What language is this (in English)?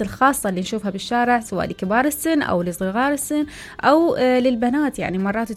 Mesopotamian Arabic